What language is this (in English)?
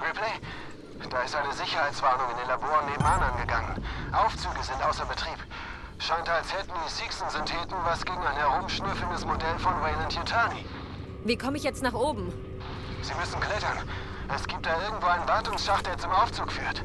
Bavarian